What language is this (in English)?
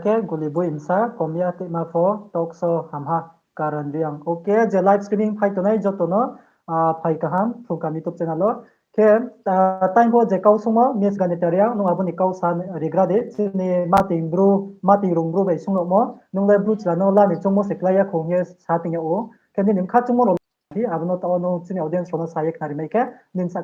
Riang (India)